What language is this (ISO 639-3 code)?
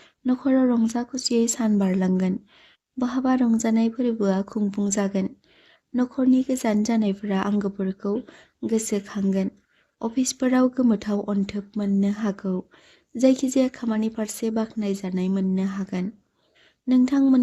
brx